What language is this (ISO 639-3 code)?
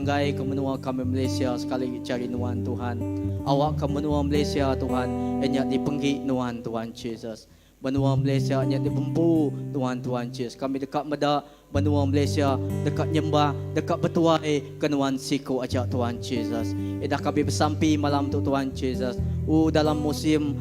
iba